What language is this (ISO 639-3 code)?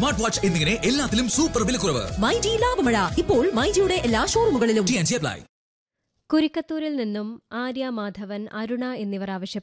mal